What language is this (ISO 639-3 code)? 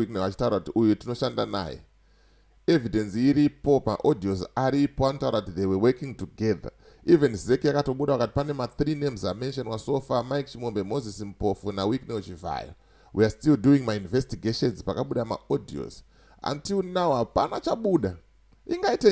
sna